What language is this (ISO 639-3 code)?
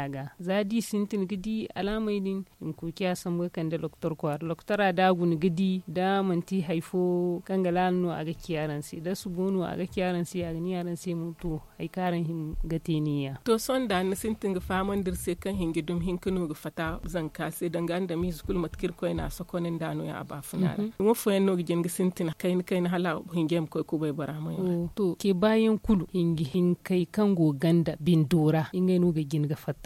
dje